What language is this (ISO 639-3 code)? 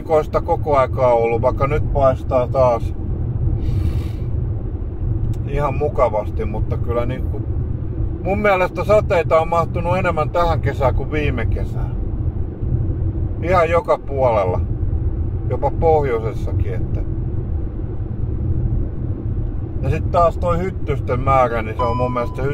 fin